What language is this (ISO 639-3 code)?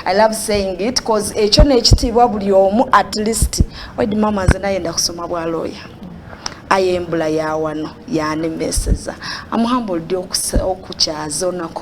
xog